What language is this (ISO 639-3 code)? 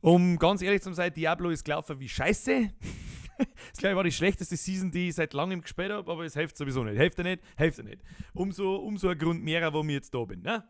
bar